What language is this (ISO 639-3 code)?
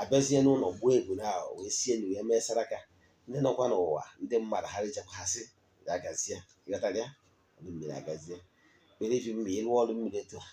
ibo